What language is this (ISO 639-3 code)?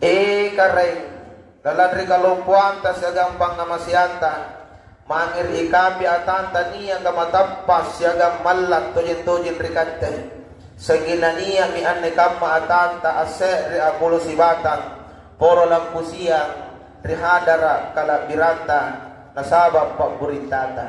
mak